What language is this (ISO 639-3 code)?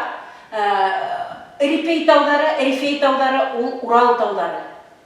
bak